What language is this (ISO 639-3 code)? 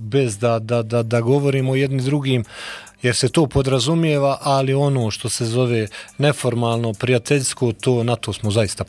bos